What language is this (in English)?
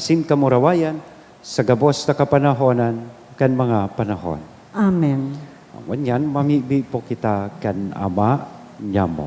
Bikol